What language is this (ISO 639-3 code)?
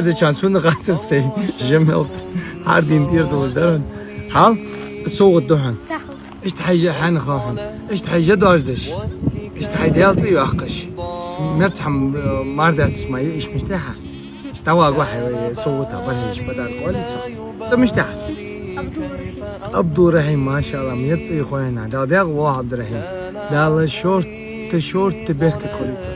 inh